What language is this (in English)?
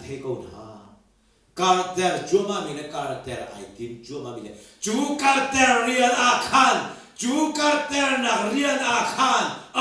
Hakha Chin